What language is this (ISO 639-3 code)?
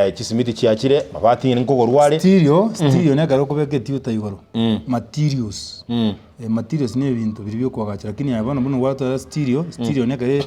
guz